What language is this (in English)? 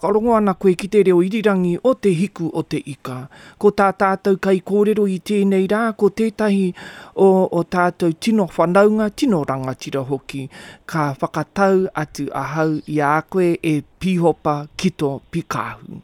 Māori